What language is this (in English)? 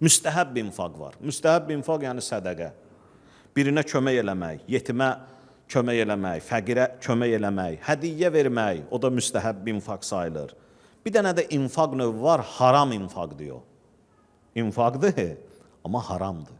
Azerbaijani